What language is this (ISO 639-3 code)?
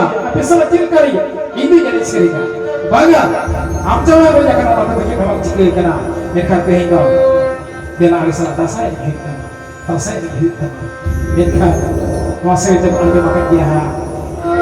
sat